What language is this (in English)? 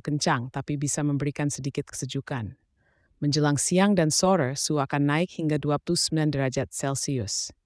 Indonesian